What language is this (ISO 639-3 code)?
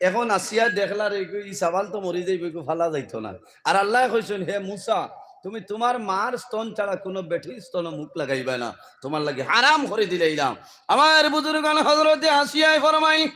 syl